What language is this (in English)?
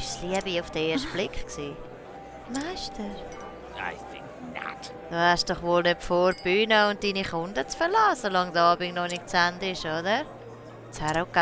Swiss German